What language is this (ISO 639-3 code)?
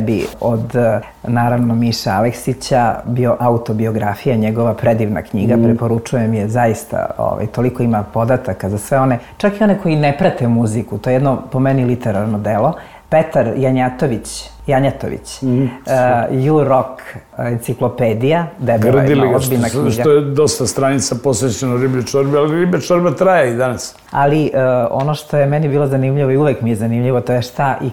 srp